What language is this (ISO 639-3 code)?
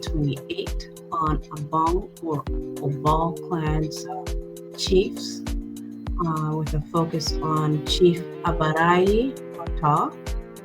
ach